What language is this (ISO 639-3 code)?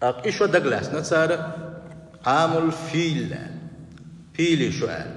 che